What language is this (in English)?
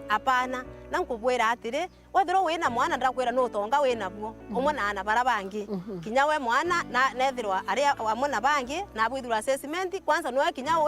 Meru